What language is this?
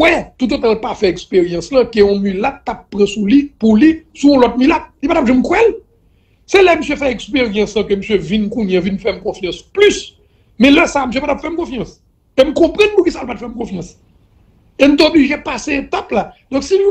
Haitian Creole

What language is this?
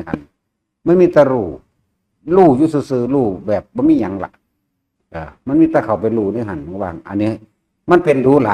Northeastern Thai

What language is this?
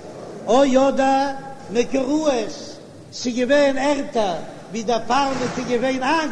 Yiddish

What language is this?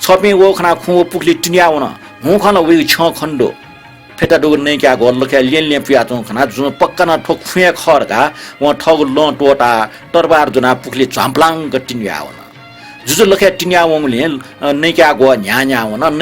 Newari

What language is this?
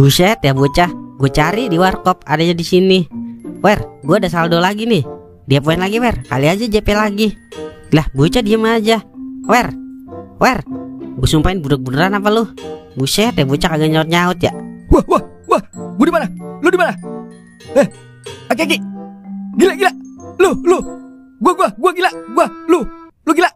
Betawi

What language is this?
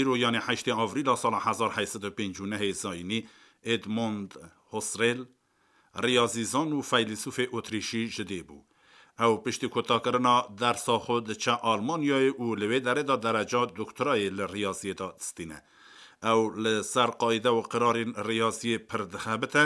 Kurdish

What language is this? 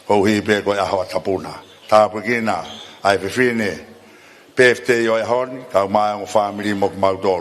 Tongan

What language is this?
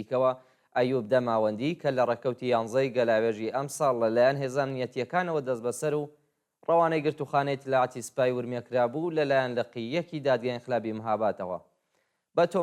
Central Kurdish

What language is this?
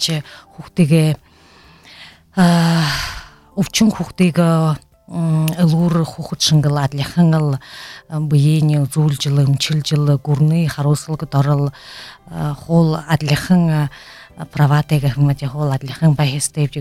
Buriat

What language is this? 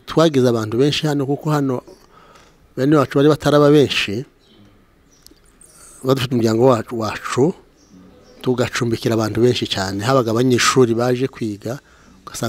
Kinyarwanda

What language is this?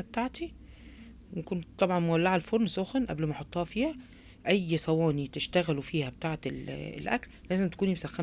Egyptian Arabic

